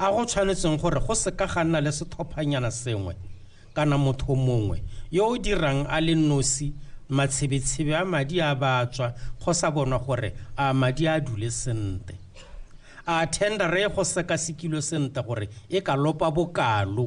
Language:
Tswana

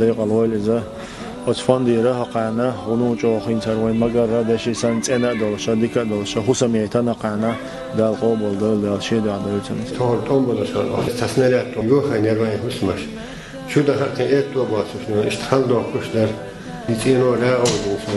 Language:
Chechen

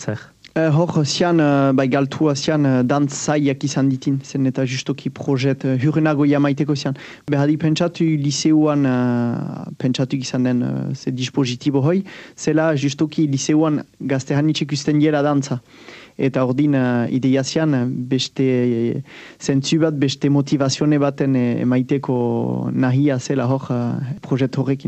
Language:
Basque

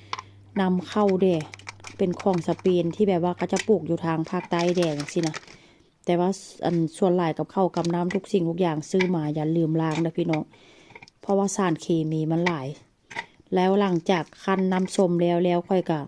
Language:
Northeastern Thai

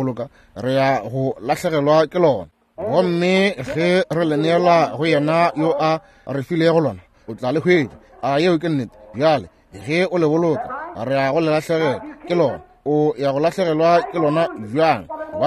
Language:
Northern Sotho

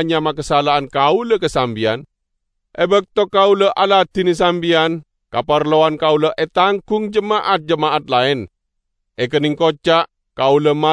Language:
Madurese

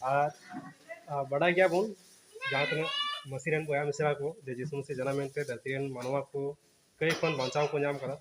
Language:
Santali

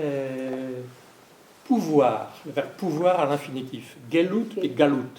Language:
Breton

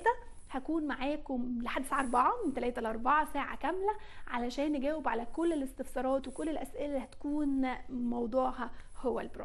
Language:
Egyptian Arabic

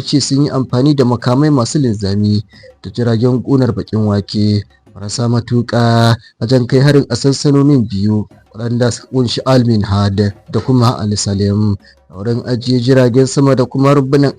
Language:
Hausa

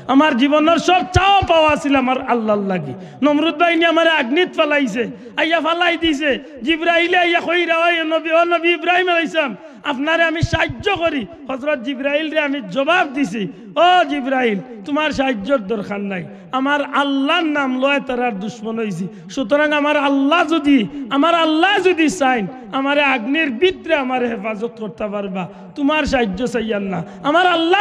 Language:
Sylheti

